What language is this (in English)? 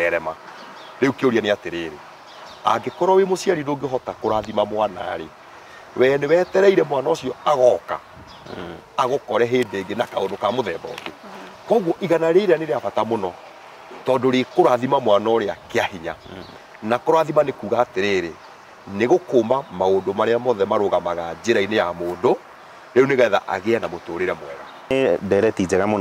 Kikuyu